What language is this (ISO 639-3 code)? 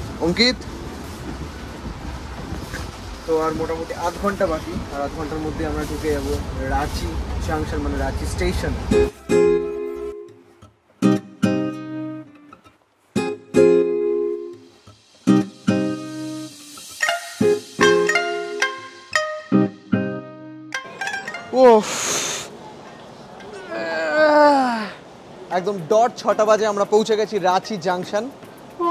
ben